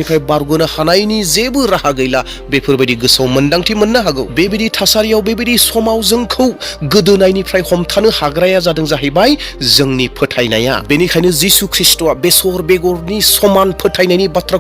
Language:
Bodo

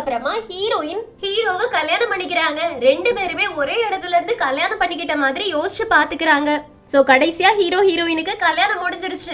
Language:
Tamil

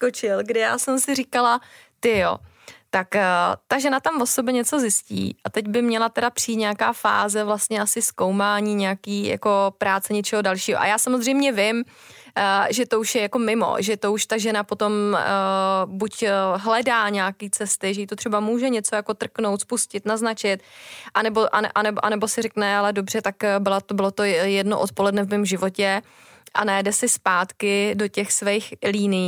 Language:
Czech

